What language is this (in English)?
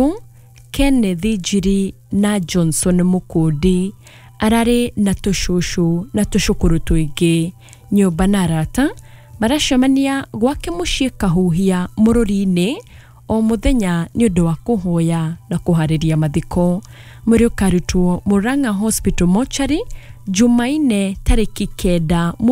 Kikuyu